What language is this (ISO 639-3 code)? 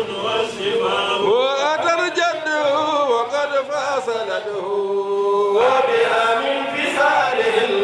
ful